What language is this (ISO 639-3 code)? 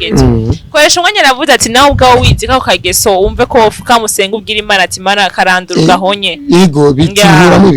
run